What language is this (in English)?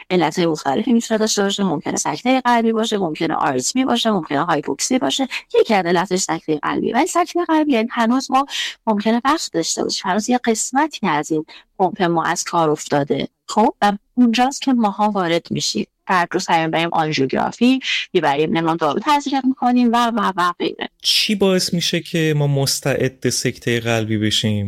Persian